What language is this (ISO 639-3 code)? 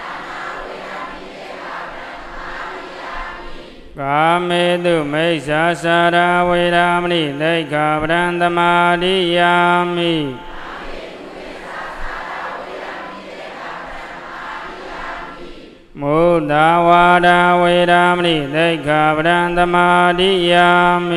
mya